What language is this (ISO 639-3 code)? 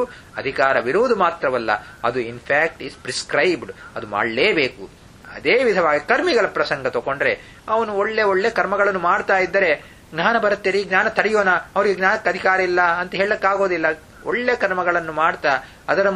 kan